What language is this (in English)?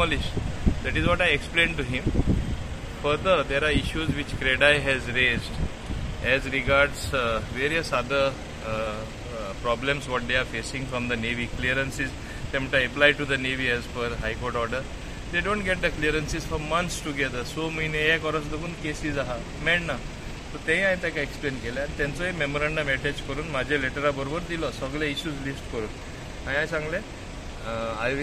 Konkani